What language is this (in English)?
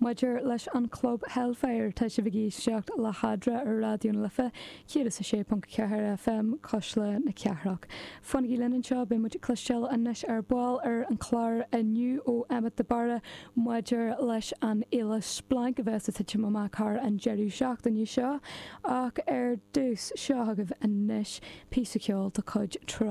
Irish